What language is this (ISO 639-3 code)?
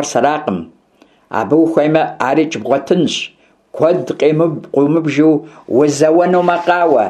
kbd